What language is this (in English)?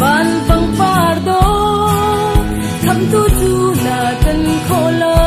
Hakha Chin